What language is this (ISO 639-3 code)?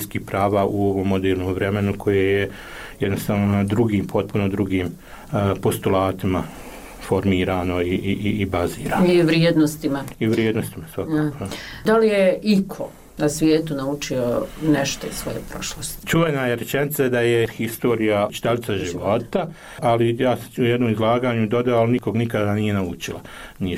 bos